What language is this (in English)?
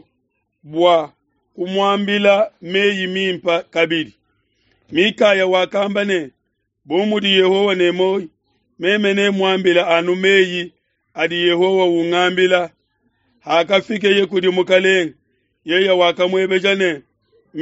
Luba-Lulua